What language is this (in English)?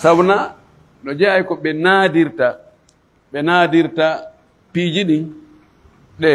Fula